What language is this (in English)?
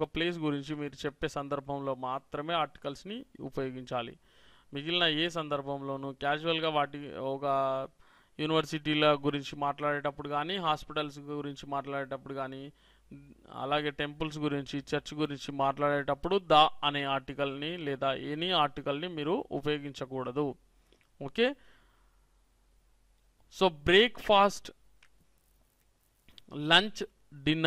Telugu